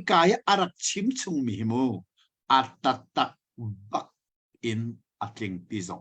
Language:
Hakha Chin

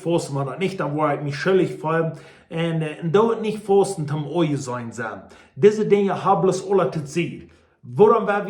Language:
Plautdietsch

